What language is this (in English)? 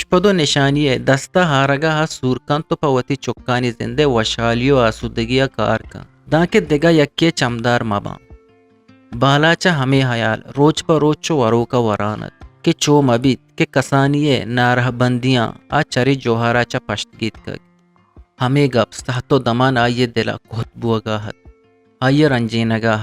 Eastern Balochi